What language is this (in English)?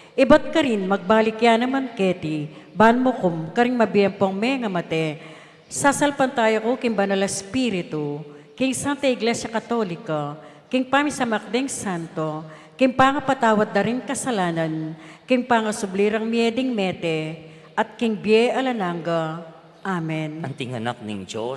Pampanga